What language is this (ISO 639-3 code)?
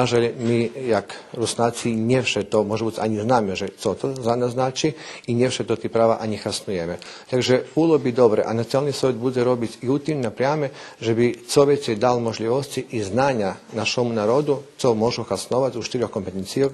rue